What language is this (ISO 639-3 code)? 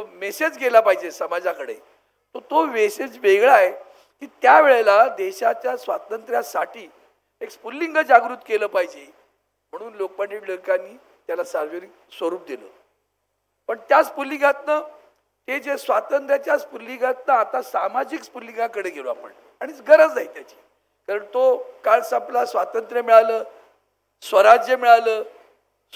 mar